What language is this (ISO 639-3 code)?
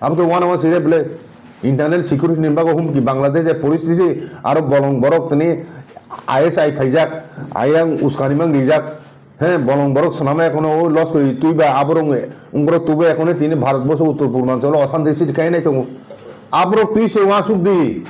trp